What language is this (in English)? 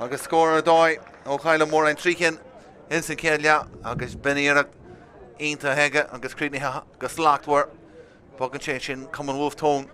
Irish